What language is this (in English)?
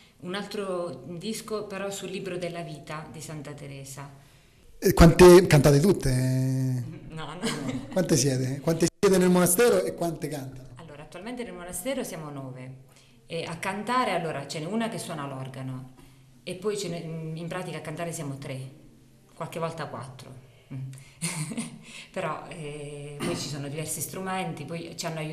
Italian